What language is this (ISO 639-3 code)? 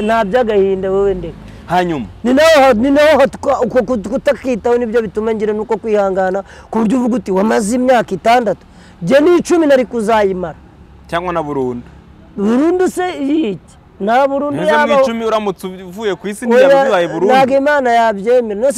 kin